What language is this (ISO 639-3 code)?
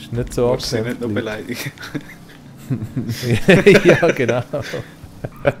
gsw